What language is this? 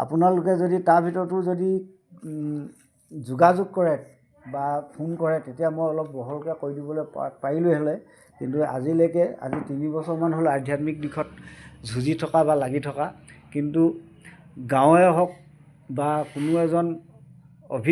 Assamese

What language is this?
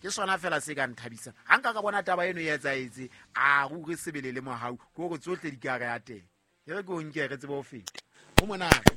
Southern Sotho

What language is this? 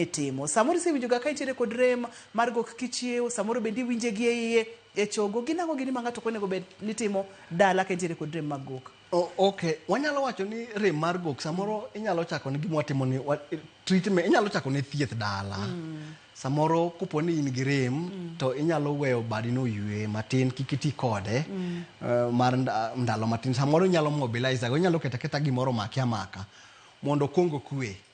Luo (Kenya and Tanzania)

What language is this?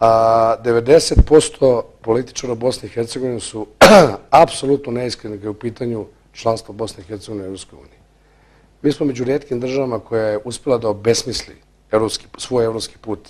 Bosnian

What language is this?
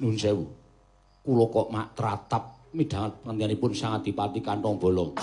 Javanese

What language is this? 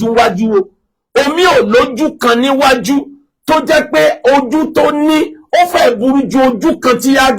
Yoruba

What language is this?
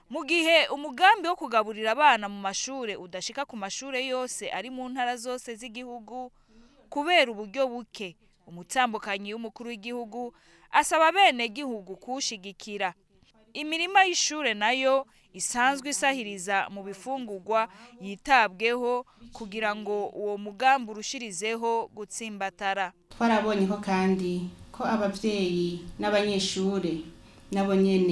Rundi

